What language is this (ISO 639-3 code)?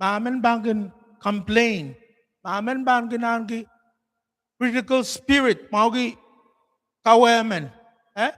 pon